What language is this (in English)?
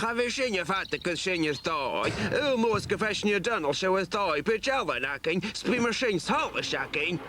Scottish Gaelic